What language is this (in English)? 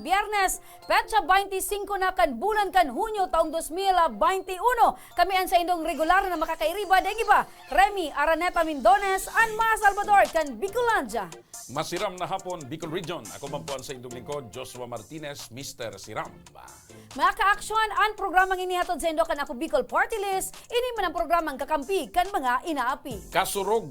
Bikol